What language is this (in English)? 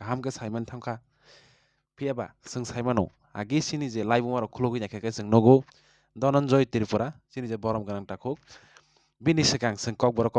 Kok Borok